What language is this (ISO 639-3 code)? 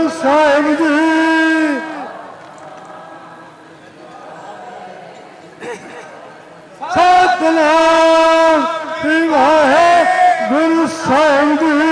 pan